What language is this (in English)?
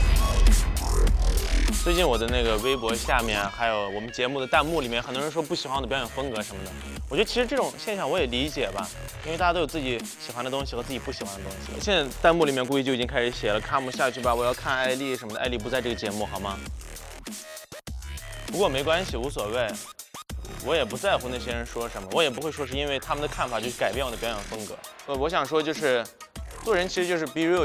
Chinese